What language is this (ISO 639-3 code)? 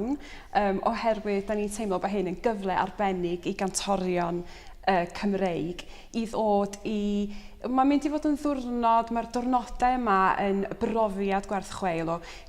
cym